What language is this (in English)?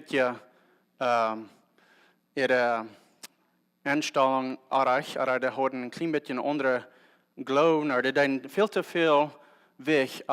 Plautdietsch